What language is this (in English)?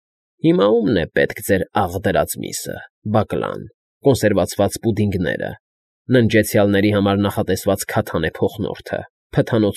Armenian